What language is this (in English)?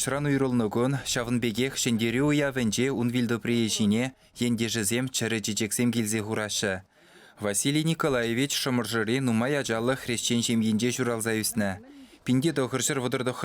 Chuvash